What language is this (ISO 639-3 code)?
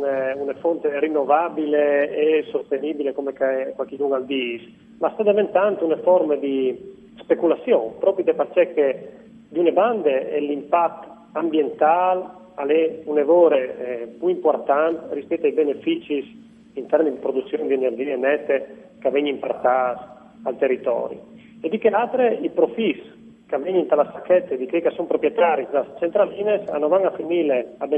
fur